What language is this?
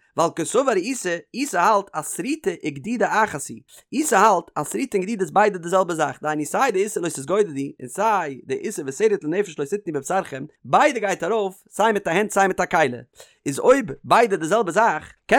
Yiddish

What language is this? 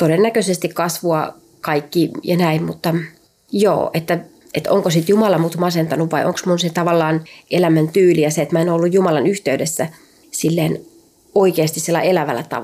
Finnish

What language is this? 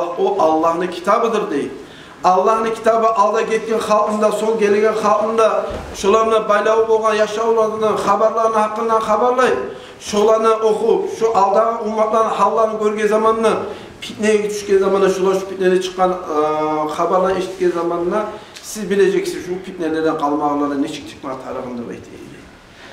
Kumyk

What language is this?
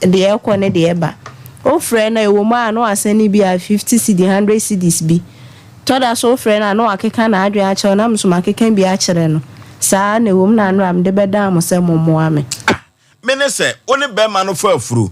Akan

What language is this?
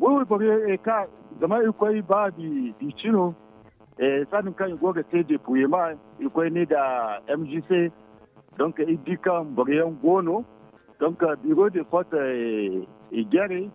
Zarma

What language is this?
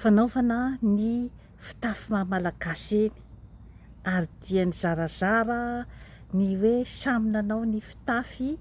Malagasy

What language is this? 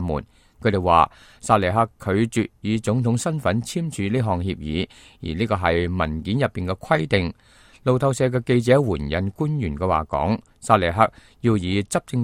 Cantonese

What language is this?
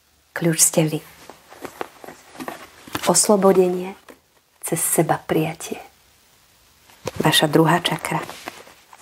Slovak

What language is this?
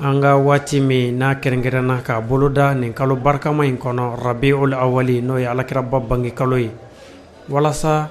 Bambara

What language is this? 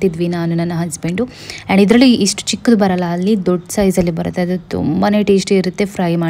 Kannada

